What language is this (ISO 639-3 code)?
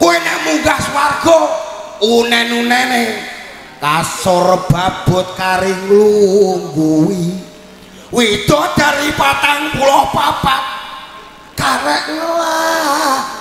jav